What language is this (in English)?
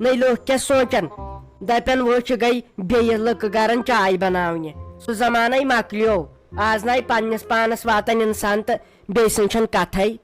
Kashmiri